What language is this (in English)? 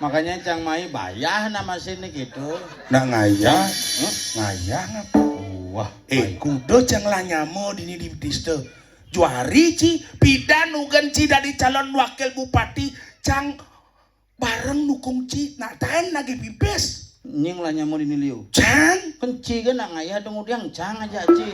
Balinese